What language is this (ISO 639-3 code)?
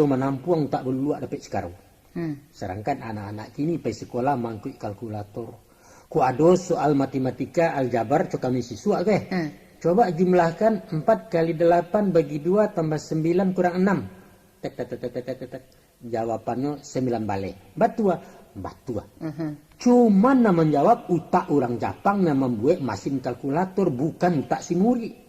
min